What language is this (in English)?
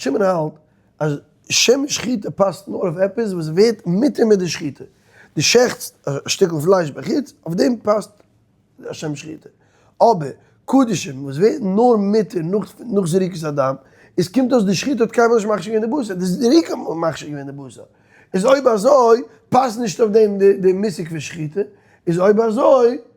Yiddish